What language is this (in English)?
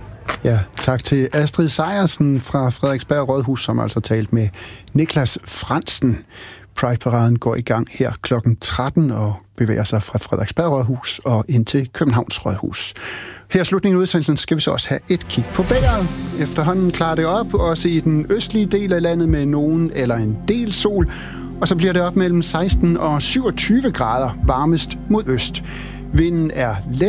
Danish